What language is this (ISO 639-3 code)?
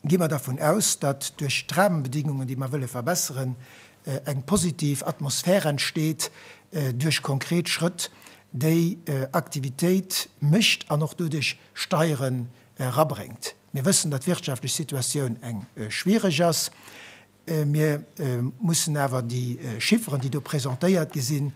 ltz